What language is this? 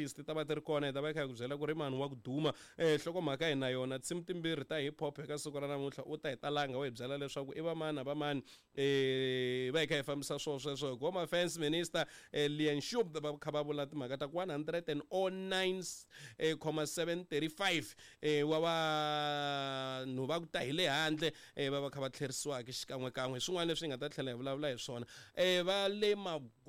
Tsonga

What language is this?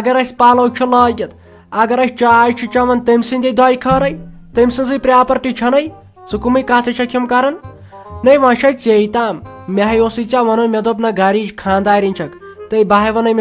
Kashmiri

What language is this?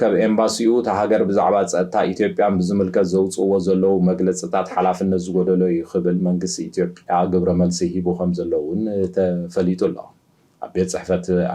Tigrinya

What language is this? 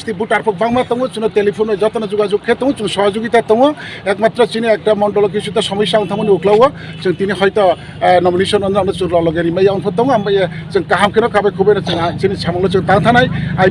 Kok Borok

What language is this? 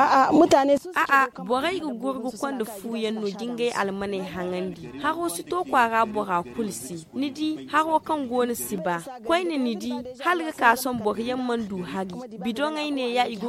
Zarma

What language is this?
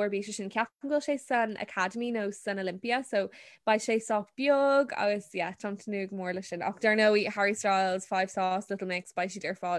Irish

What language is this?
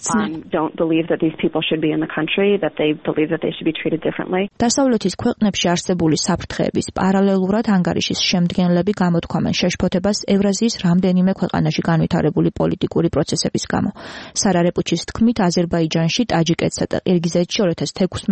Georgian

